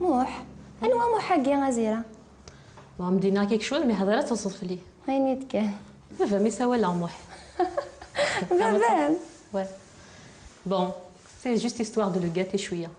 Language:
Kabyle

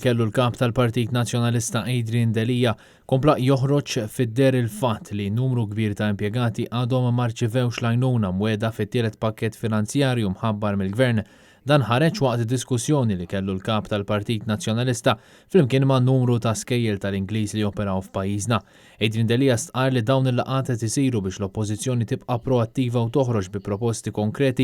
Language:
Maltese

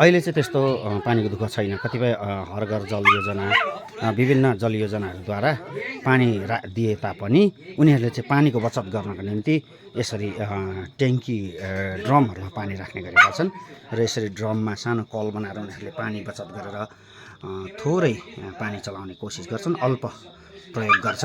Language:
Nepali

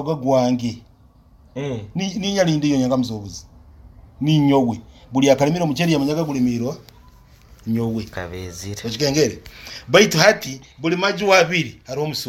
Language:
Nyoro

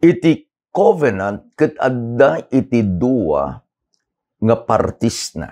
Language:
Iloko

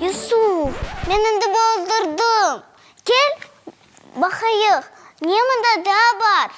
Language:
Crimean Tatar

